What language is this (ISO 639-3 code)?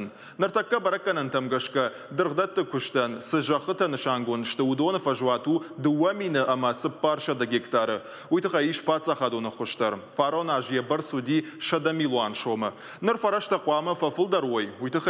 oss